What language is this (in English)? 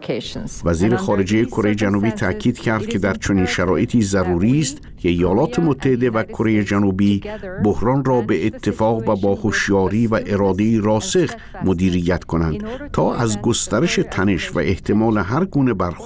Persian